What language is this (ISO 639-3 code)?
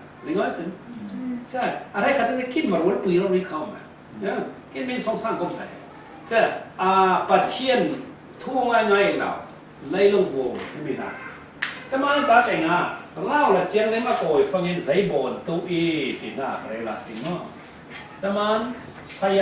cfm